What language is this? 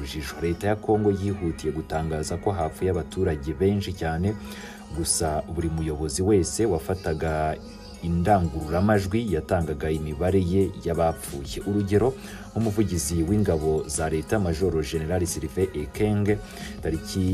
Kinyarwanda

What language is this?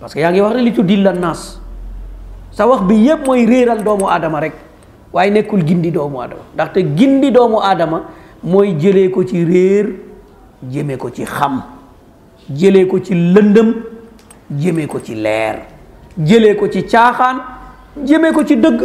Wolof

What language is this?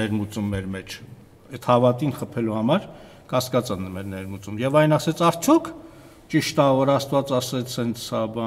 Armenian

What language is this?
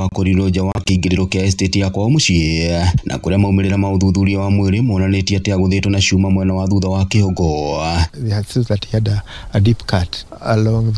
Kikuyu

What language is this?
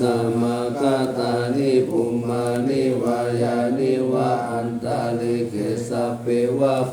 Pali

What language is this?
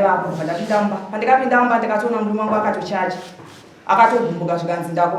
Shona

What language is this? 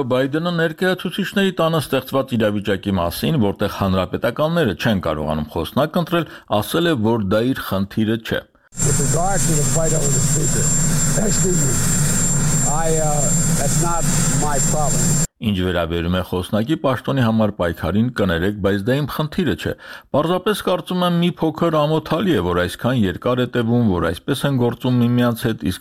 Armenian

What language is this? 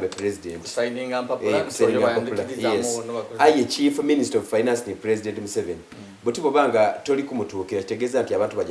Soga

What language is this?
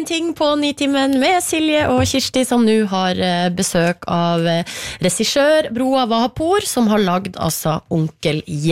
Norwegian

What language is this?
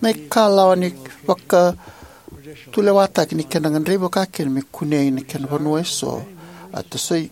Fijian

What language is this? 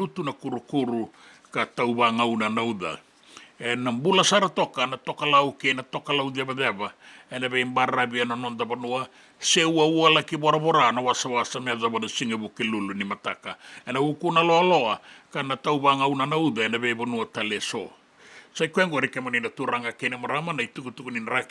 Fijian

